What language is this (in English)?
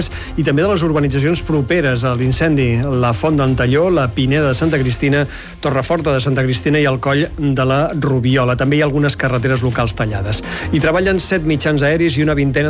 Catalan